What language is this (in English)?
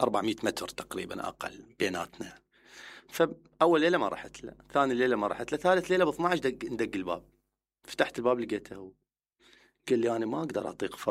Mesopotamian Arabic